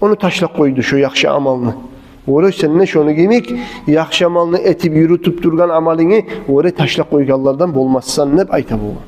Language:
Kumyk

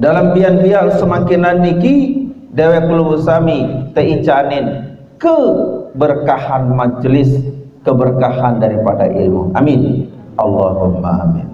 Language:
Sasak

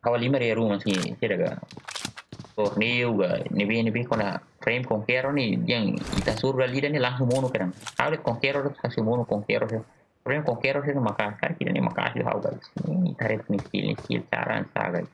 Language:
Tetum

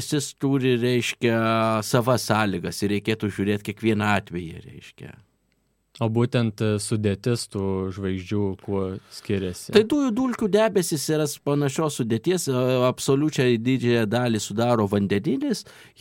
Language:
Lithuanian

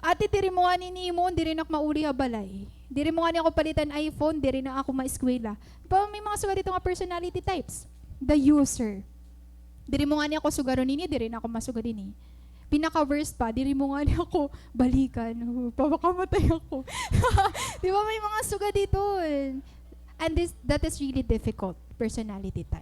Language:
Waray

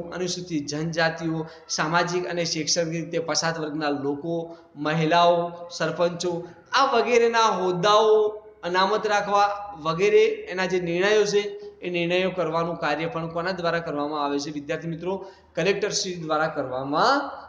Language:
Gujarati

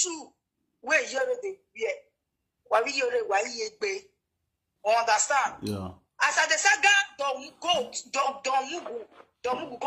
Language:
Nigerian Pidgin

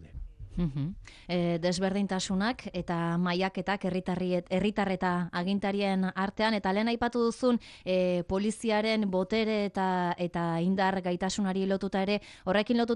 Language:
Basque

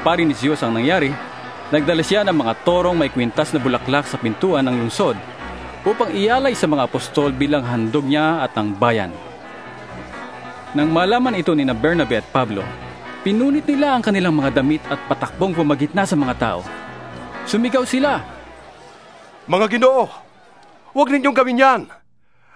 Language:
Filipino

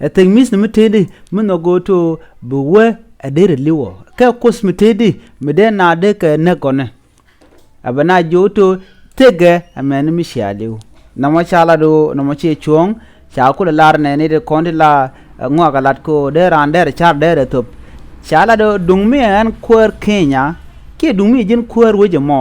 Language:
Nuer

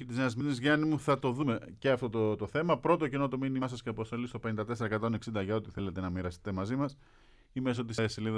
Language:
Greek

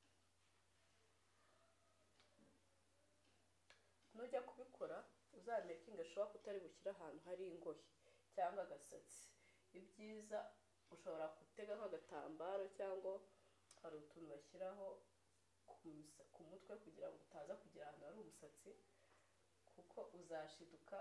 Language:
Kinyarwanda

